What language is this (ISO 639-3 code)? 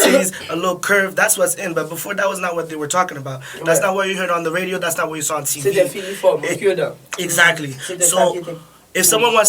hat